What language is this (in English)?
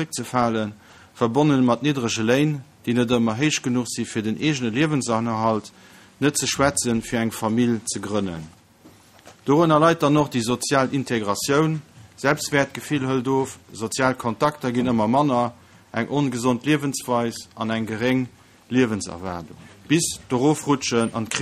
Luxembourgish